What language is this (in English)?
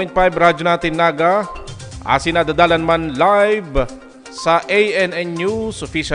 Bikol